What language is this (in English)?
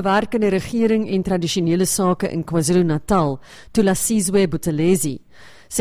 Afrikaans